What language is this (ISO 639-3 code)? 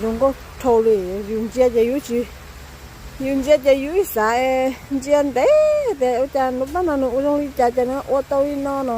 hmn